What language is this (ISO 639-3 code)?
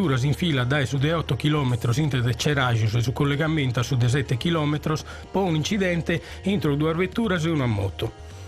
srd